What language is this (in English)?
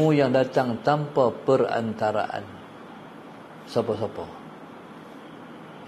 Malay